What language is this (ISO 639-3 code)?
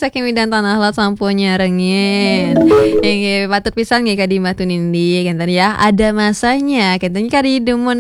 ban